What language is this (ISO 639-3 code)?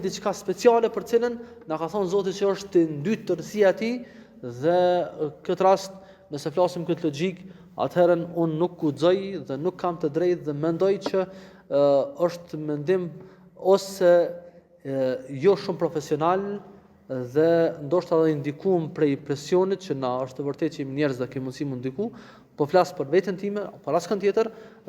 sqi